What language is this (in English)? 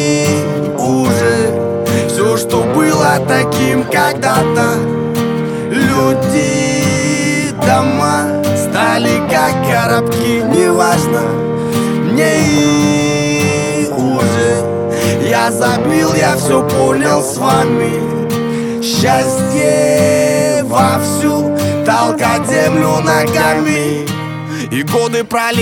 Russian